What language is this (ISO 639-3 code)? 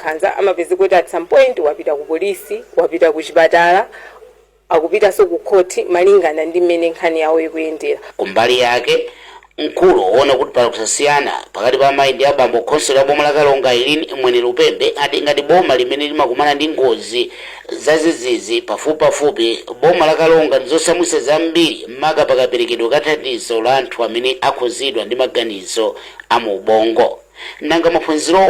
nya